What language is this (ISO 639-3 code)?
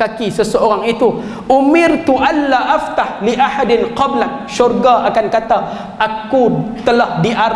msa